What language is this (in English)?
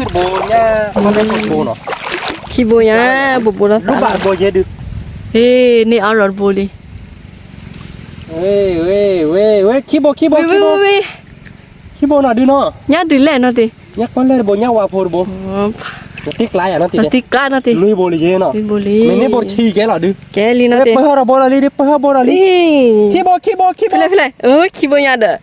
S'gaw Karen